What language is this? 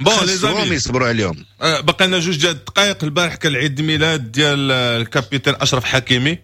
Moroccan Arabic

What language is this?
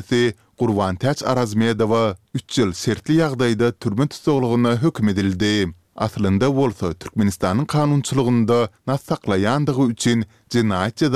Turkmen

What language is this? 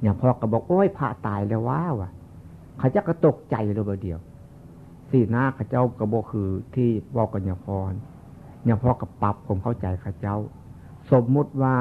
Northeastern Thai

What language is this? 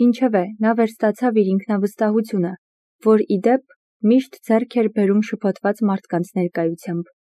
Armenian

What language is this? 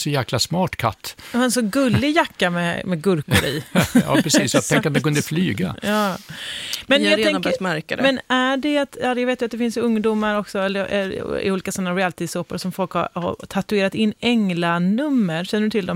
Swedish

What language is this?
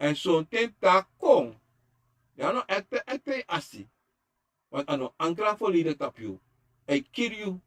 Sranan Tongo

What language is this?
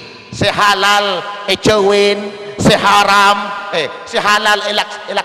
Madurese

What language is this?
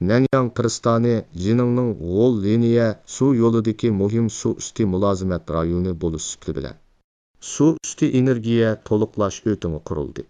Uyghur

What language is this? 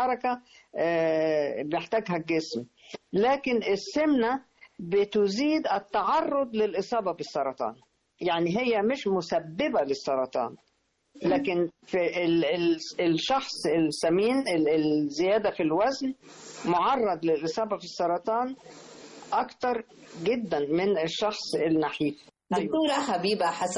Egyptian Arabic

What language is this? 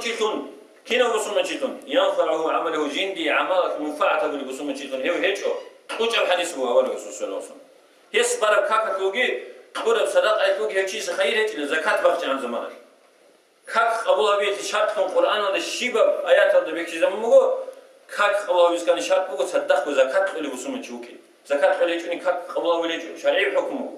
Avaric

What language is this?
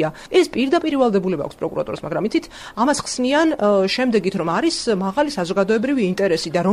Georgian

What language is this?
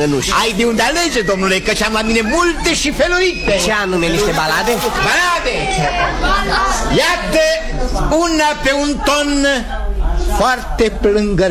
Romanian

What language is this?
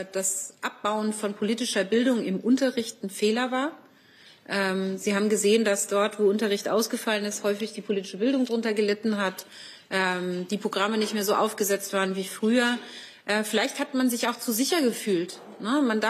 German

